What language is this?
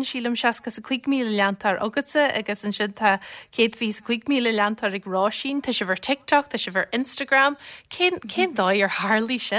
Irish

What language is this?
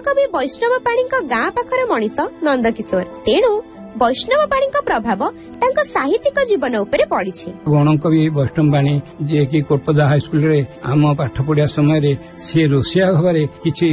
Odia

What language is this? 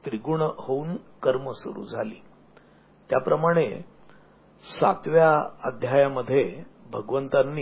Marathi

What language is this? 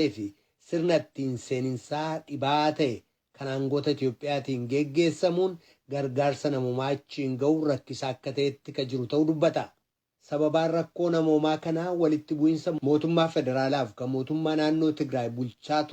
Oromo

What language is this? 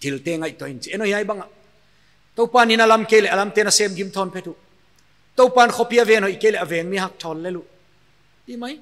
Paite Chin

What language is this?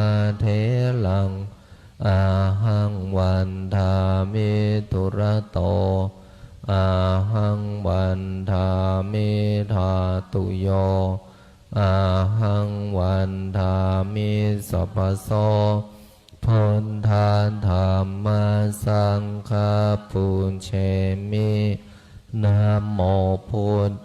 Pali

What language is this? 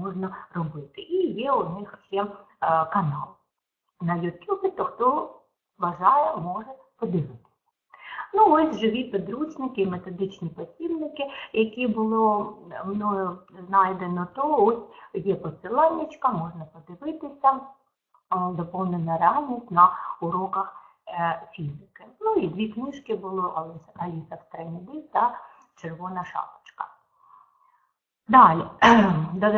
Ukrainian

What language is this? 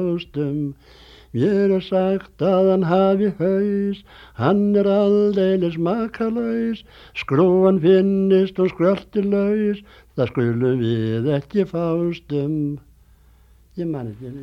Icelandic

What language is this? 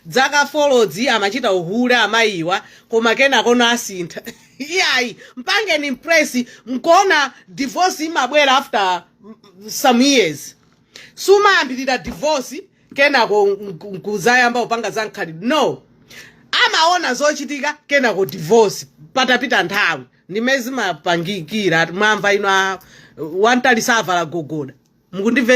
Nyanja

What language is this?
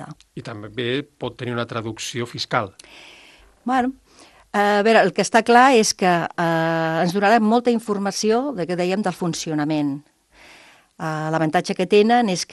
Catalan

